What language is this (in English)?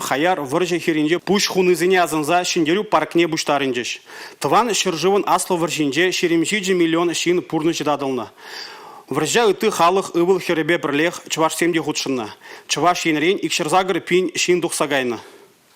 Chuvash